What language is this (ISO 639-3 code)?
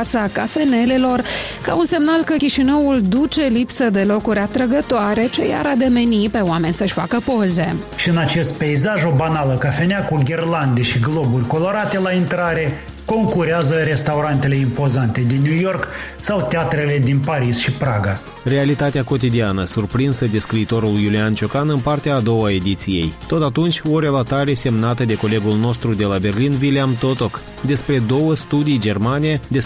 ron